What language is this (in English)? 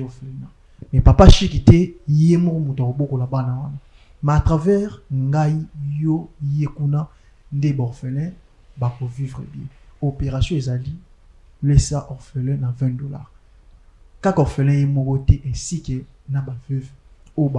Lingala